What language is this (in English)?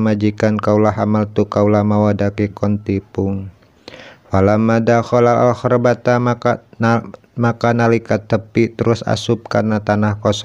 Sundanese